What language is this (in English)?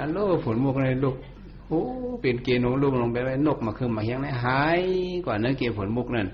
Shan